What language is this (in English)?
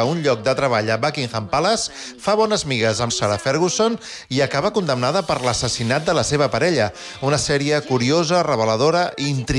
Catalan